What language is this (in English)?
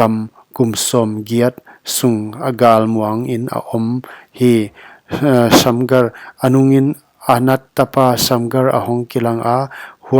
Paite Chin